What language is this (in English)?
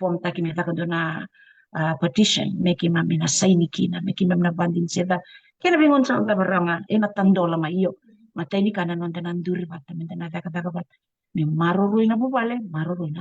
Fijian